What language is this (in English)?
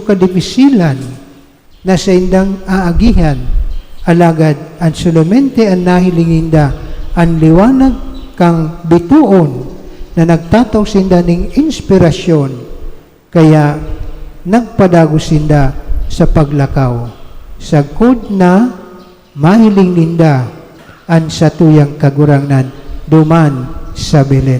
Bikol